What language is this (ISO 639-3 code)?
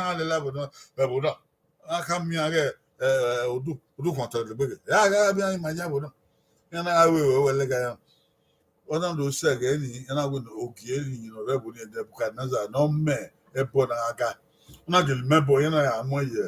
bin